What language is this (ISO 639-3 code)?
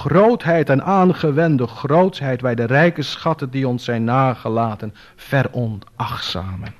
nld